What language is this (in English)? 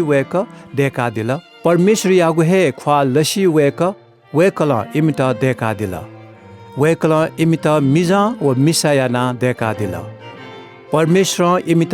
Newari